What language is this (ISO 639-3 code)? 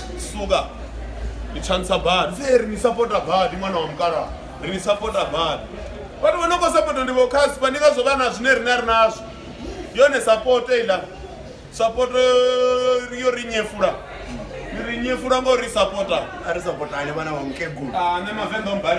ven